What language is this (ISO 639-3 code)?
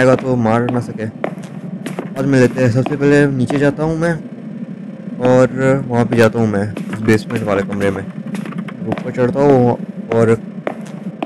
hin